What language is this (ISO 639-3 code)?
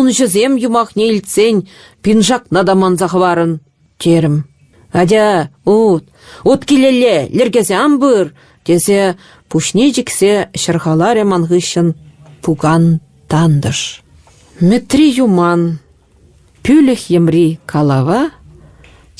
chv